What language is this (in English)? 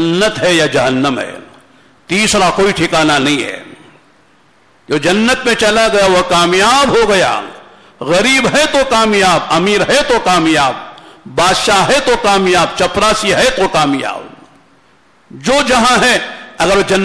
Urdu